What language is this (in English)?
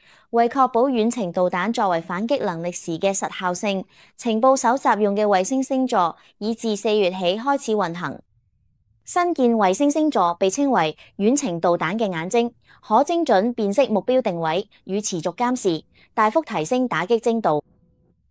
Cantonese